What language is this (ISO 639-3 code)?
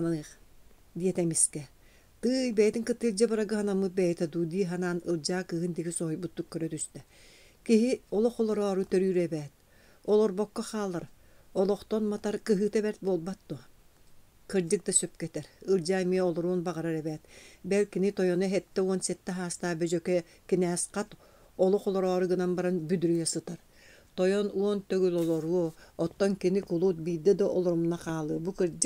sah